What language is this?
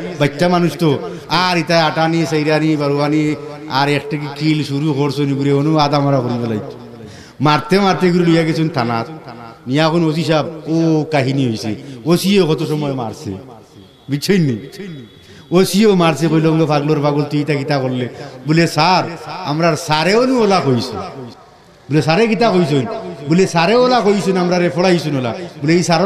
Sylheti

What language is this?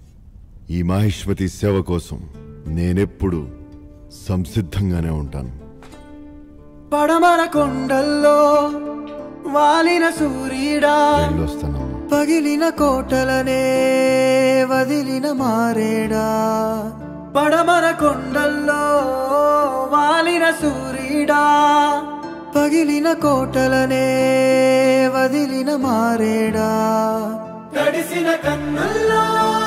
Telugu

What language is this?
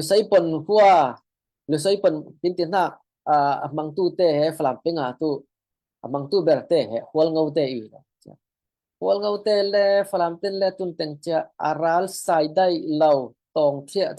Falam Chin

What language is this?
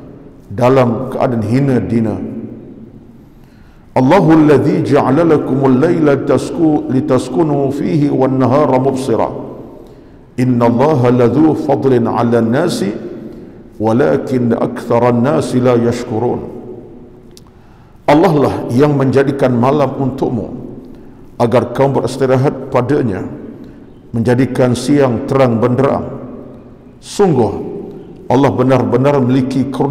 Malay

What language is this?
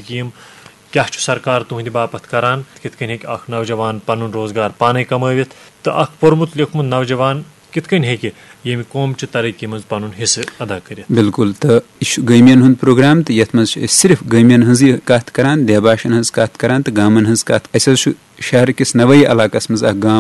Kashmiri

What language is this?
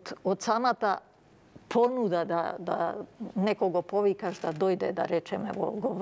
Macedonian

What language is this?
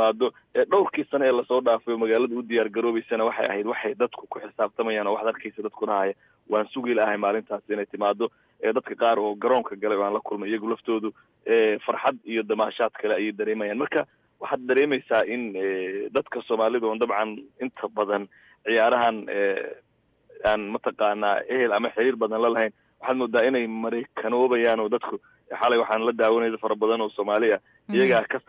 Somali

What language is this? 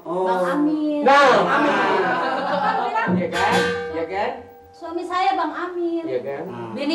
Betawi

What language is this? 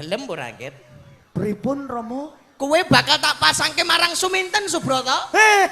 Javanese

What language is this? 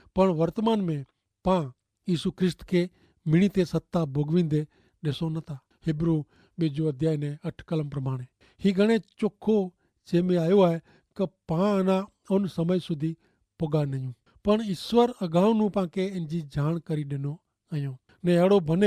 Kachhi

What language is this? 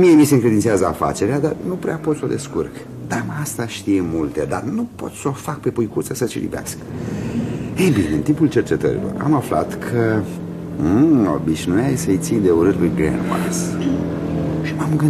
Romanian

